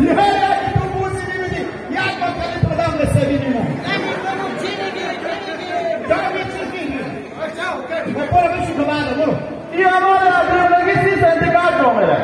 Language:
Hazaragi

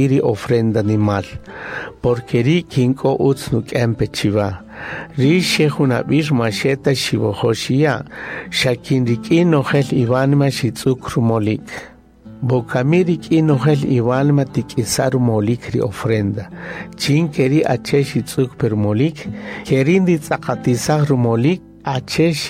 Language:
Kaqchikel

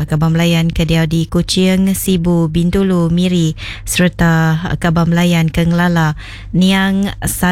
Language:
Iban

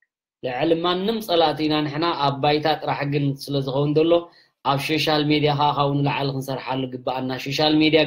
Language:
Tigrinya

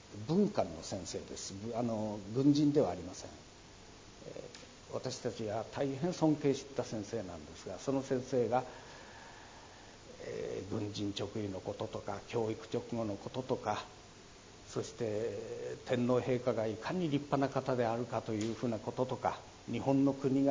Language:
Japanese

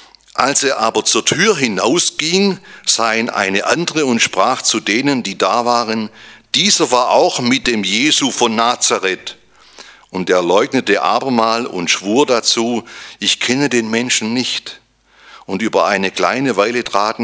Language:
German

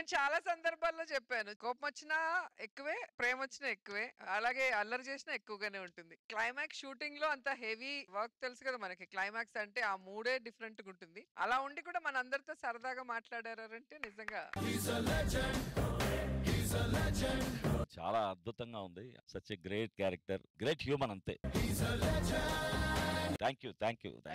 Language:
Telugu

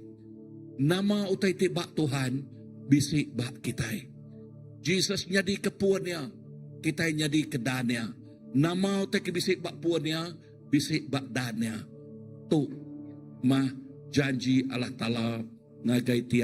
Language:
Iban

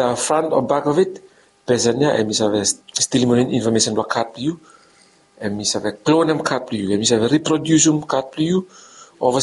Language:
Bislama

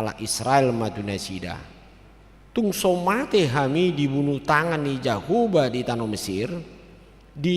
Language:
Batak Toba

